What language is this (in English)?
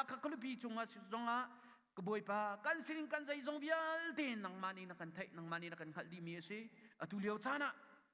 Hakha Chin